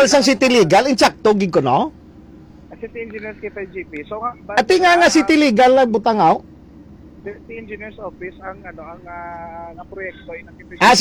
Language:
Hiligaynon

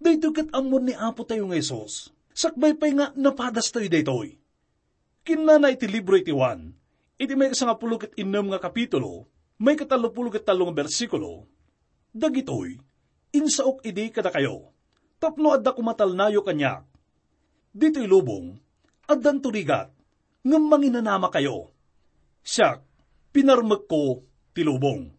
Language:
Iloko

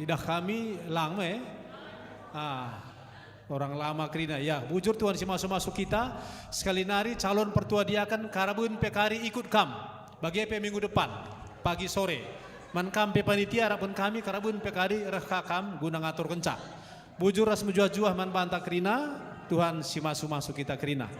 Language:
Batak Karo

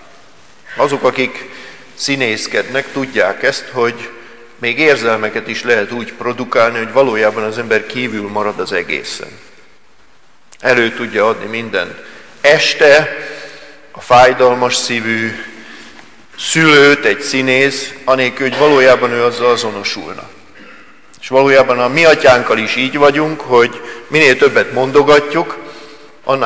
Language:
Hungarian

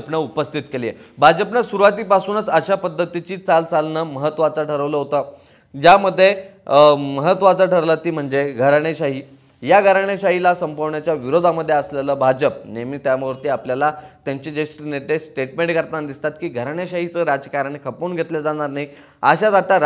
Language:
Marathi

